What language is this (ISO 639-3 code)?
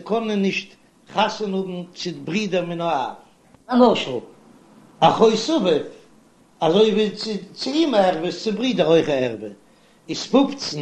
yid